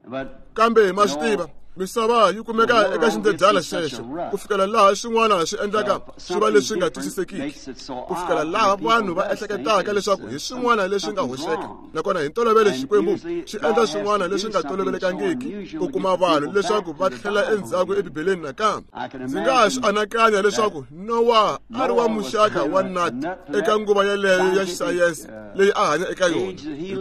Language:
Tsonga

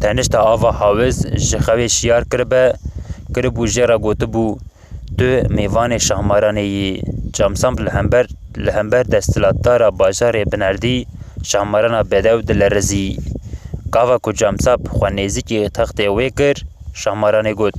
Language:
Kurdish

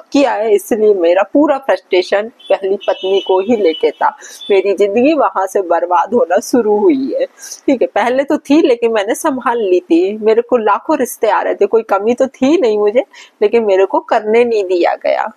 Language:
Hindi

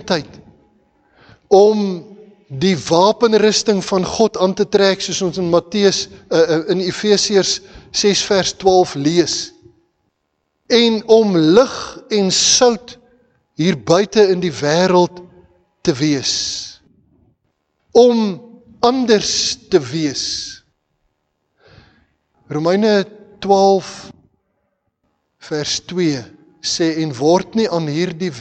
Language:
Afrikaans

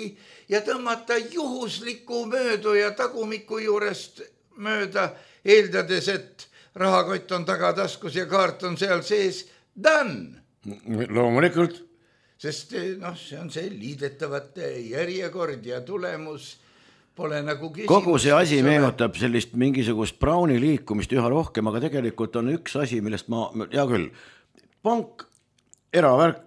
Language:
Estonian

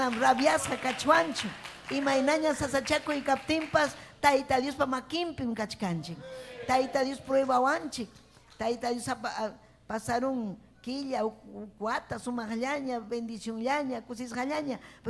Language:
Ayacucho Quechua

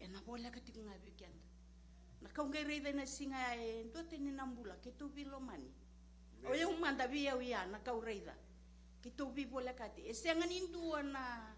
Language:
Fijian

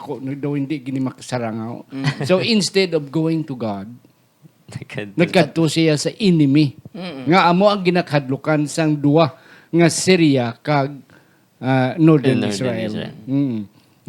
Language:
Hiligaynon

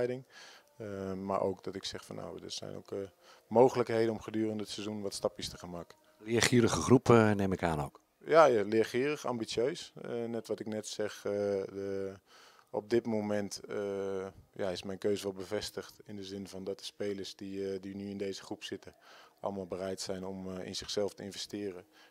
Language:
Dutch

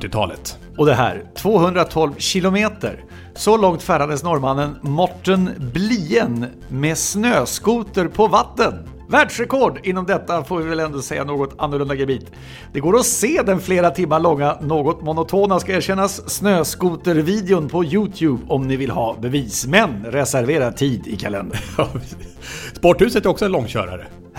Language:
Swedish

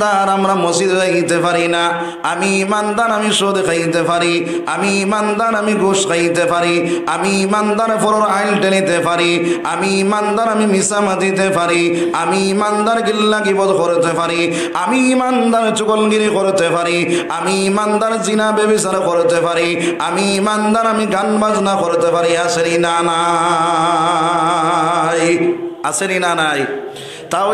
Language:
Sylheti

